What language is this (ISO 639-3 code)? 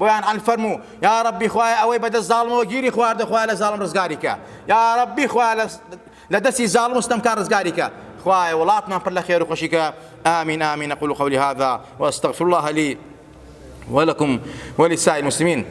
ckb